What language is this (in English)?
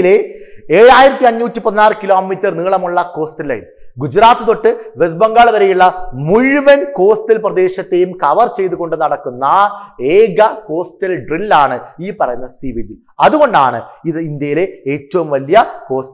Malayalam